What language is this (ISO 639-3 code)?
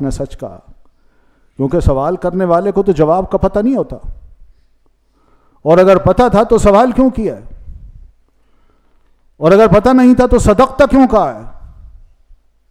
urd